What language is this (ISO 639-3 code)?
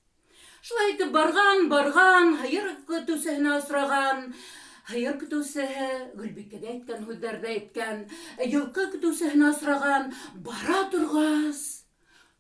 bak